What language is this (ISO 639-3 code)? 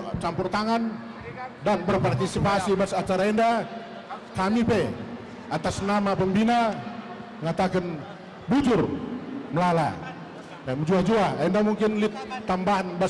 btx